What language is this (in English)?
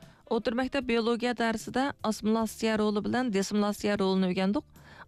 Uyghur